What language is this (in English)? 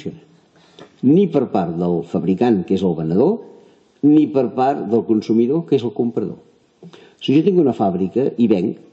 Catalan